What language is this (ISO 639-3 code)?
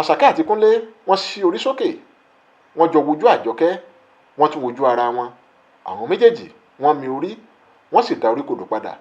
yor